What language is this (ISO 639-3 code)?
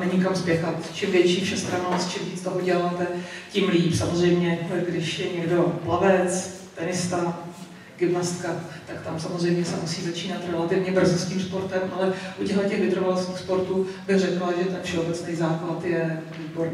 ces